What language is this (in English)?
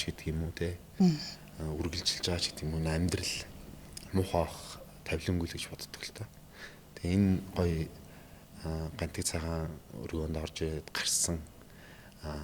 Mongolian